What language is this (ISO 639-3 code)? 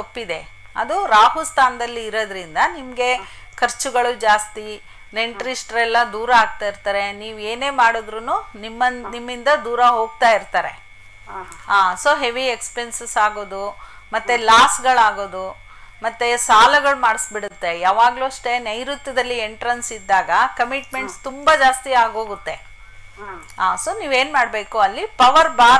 kan